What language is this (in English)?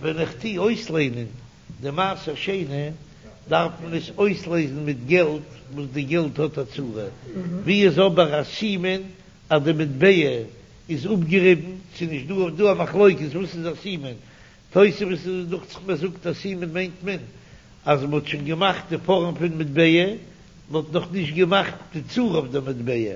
Yiddish